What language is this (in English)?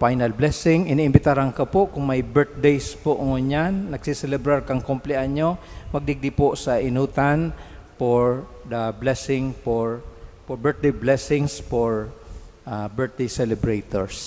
Bikol